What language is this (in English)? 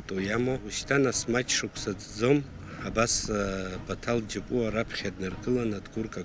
Abkhazian